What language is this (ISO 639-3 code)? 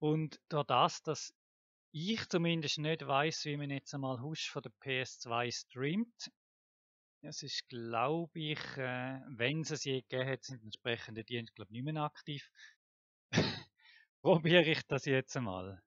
gsw